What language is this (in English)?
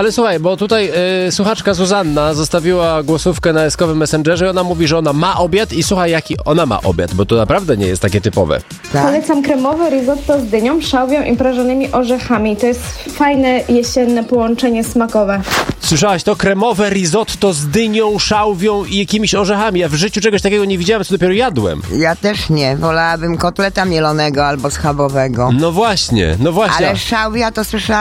Polish